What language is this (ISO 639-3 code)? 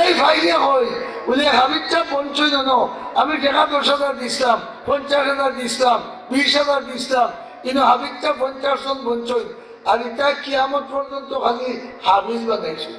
syl